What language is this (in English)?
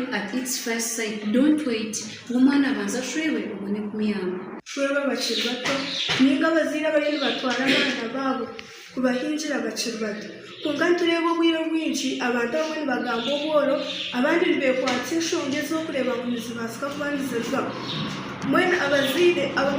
Nyankole